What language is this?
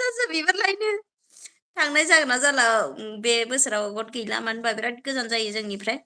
Bodo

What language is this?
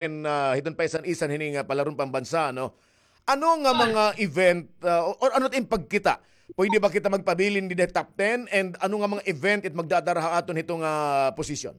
Waray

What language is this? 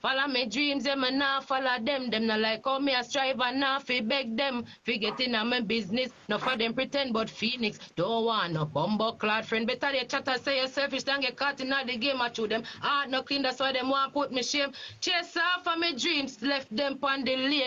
Jamaican Creole English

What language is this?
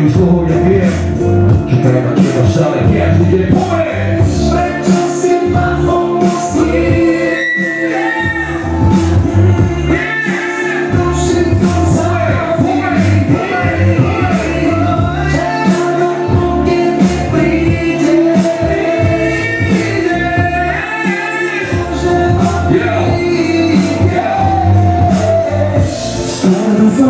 Slovak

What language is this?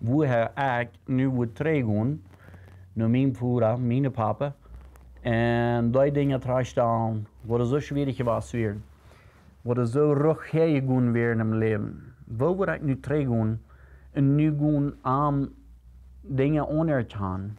Plautdietsch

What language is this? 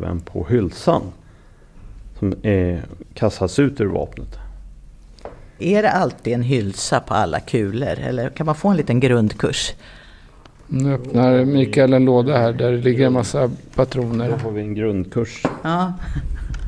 Swedish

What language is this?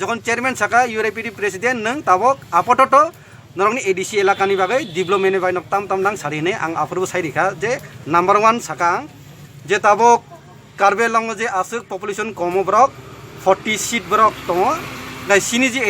Kok Borok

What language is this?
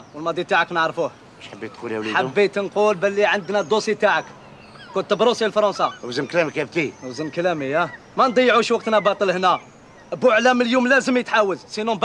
Algerian Arabic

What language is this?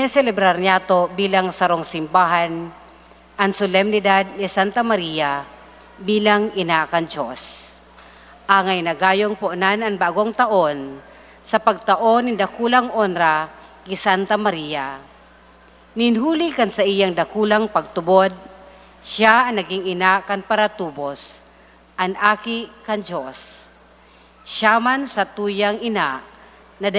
Bikol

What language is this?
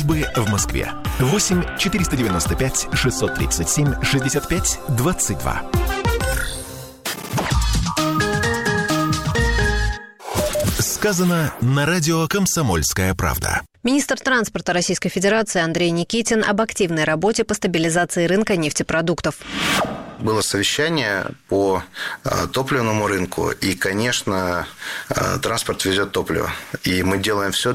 Russian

